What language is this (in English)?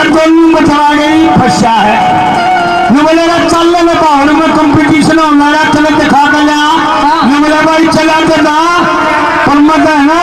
Haryanvi